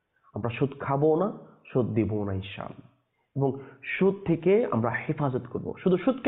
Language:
Bangla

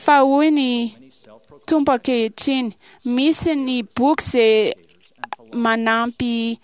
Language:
Malagasy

